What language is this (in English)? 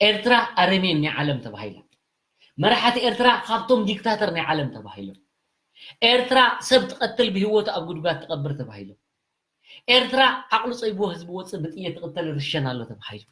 Tigrinya